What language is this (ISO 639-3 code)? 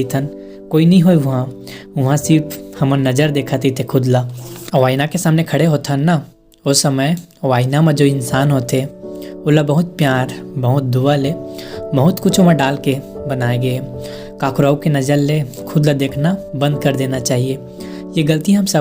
hne